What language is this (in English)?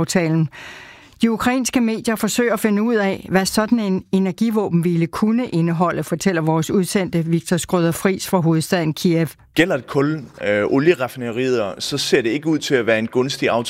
Danish